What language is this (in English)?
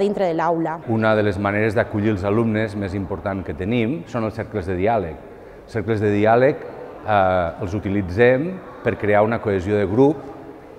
Catalan